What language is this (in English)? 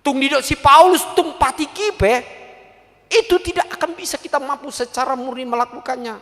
Batak Toba